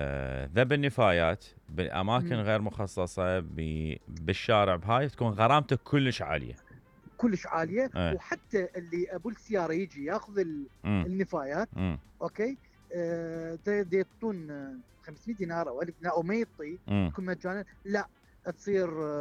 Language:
Mesopotamian Arabic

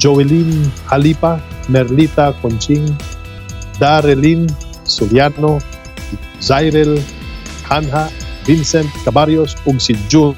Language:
Cebuano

